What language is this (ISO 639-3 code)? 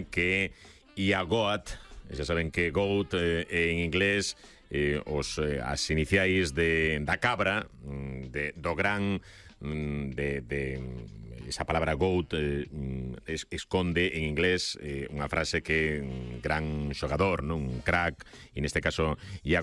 glg